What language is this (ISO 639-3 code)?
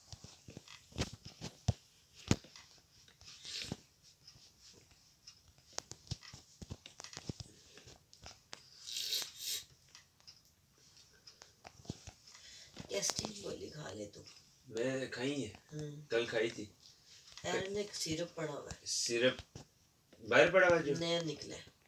hin